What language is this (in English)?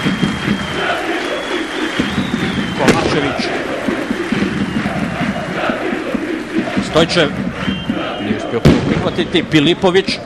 Croatian